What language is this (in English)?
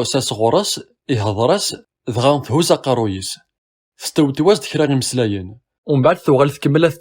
Kabyle